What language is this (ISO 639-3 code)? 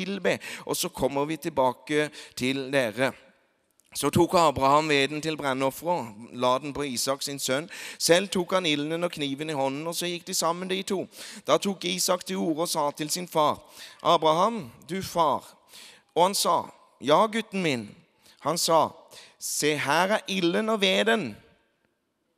nor